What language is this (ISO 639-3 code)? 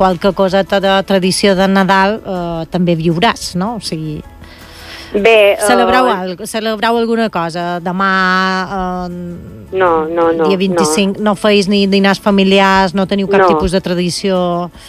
cat